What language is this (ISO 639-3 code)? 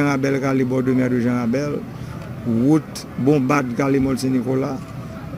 hat